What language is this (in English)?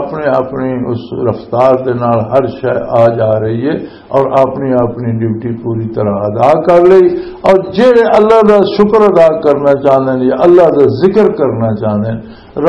Western Panjabi